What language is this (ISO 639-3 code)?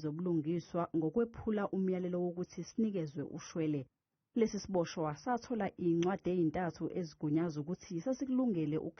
zul